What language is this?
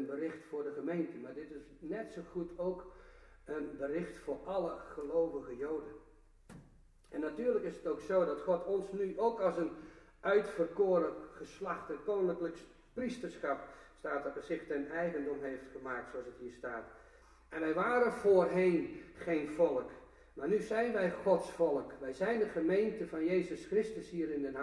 Dutch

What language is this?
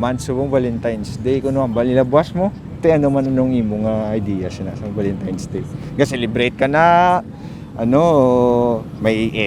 Hiligaynon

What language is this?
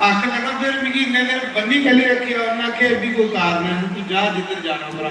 Dogri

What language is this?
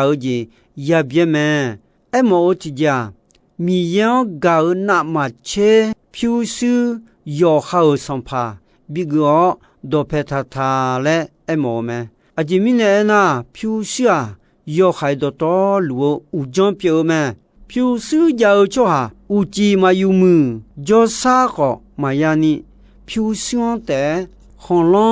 Akha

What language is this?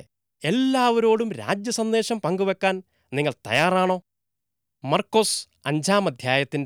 Malayalam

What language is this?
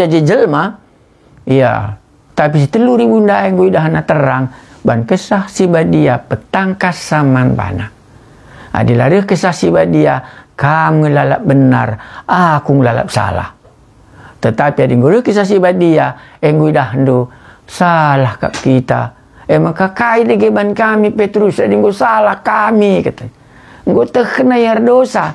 Batak Karo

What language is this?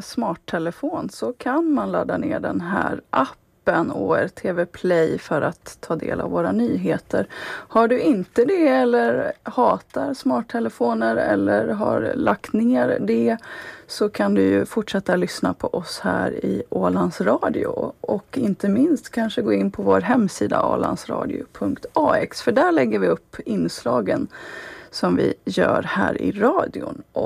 Swedish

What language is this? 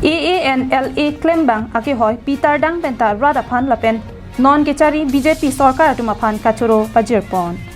Karbi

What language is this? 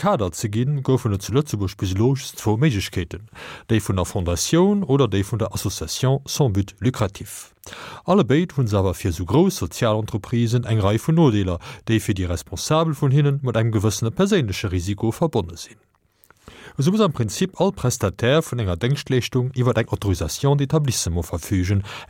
Luxembourgish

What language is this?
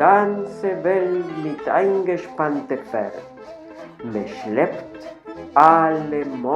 Yiddish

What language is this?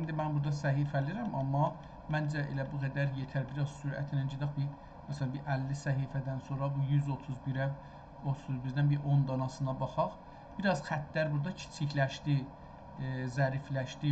South Azerbaijani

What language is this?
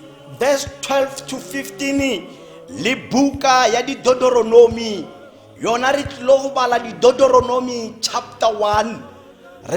Tswana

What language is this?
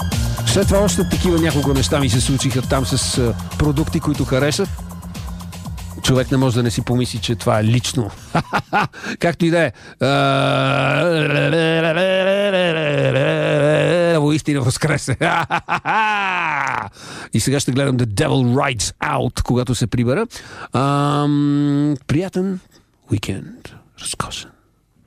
Bulgarian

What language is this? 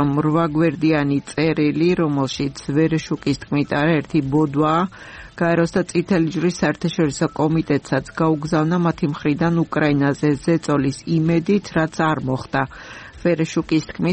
Georgian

